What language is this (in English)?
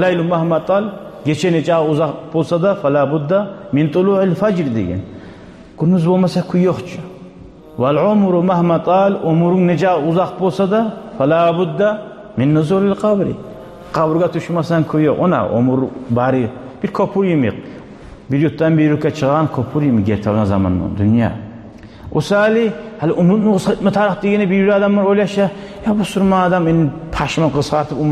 Kumyk